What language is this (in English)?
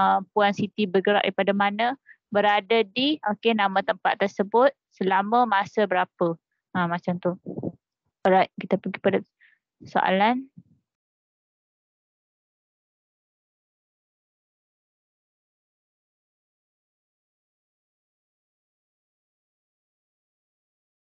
Malay